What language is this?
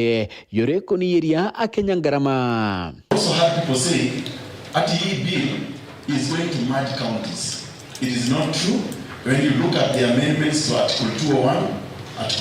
Meru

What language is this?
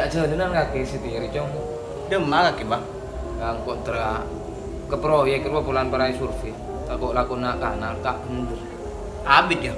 Madurese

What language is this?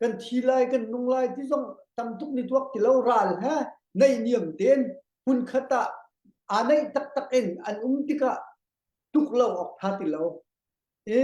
Hakha Chin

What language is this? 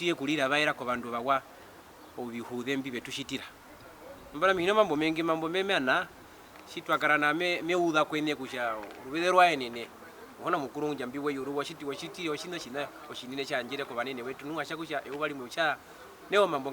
Herero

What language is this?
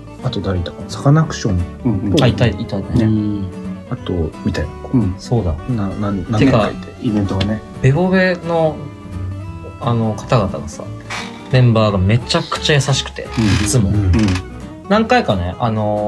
Japanese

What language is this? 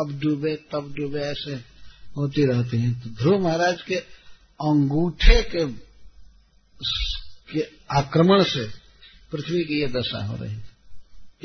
Hindi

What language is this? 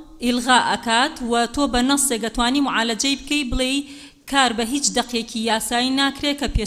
Central Kurdish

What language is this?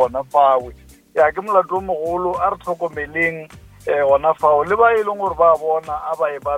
Northern Sotho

